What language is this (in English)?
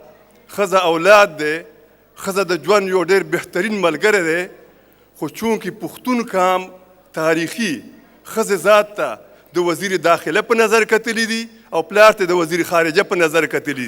Pashto